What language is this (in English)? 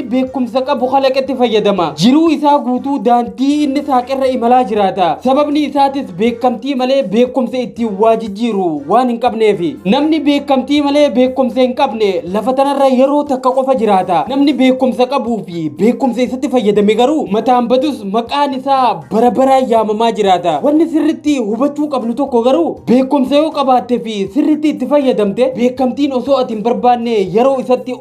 Oromo